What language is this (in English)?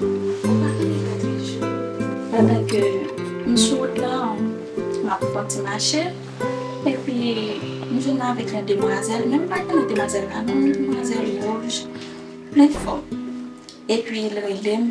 Haitian Creole